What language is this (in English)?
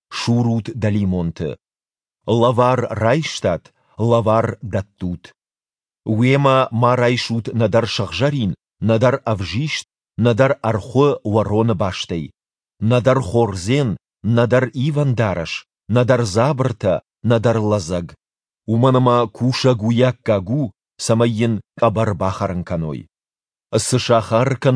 Ossetic